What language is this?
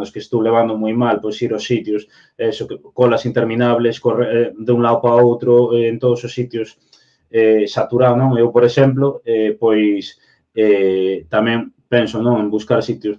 Galician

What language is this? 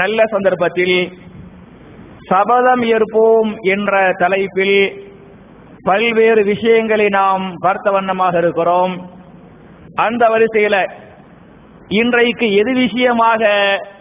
Tamil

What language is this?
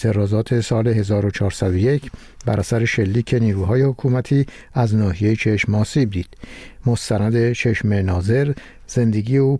Persian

